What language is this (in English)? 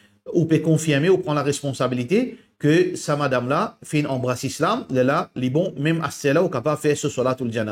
Morisyen